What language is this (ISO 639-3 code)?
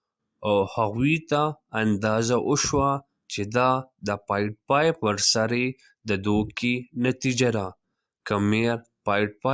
pus